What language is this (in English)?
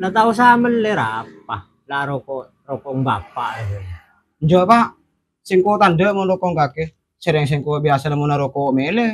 Madurese